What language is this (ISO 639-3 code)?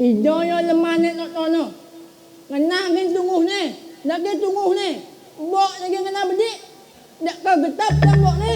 ban